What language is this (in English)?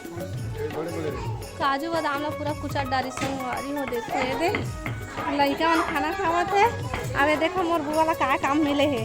Chhattisgarhi